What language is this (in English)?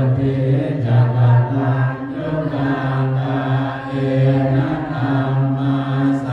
Pali